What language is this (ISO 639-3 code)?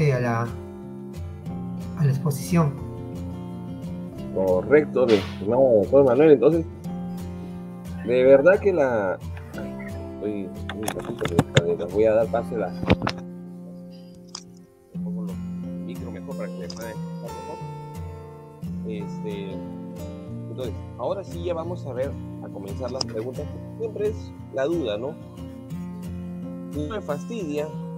spa